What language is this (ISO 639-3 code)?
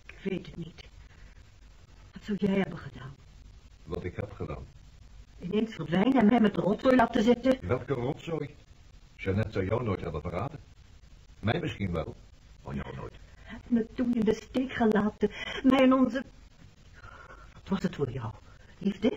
nld